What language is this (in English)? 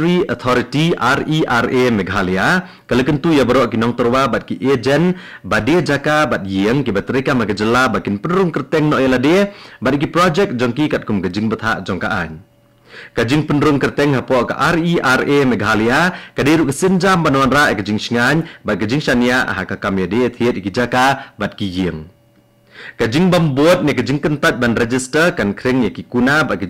Khasi